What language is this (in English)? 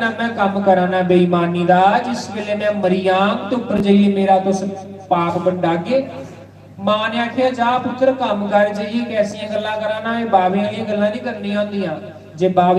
Dogri